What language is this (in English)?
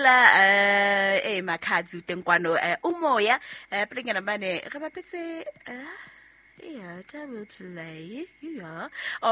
Southern Sotho